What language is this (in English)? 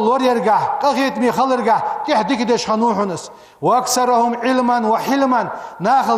Ingush